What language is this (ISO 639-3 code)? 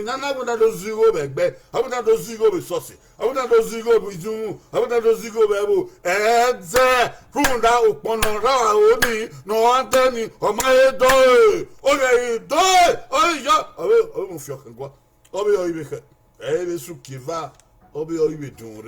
bin